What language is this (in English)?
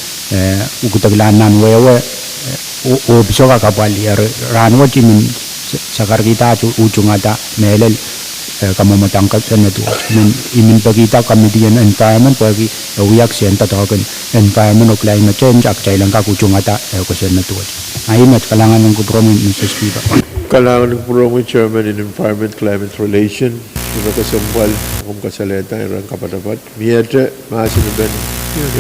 Pohnpeian